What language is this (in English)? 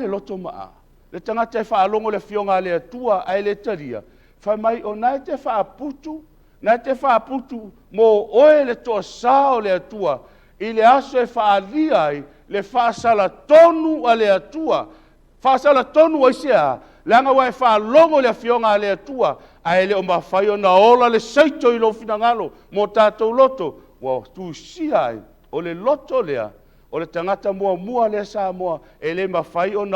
Samoan